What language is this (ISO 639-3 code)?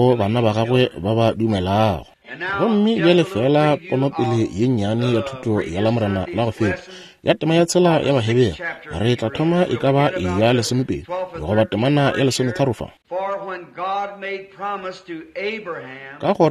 nso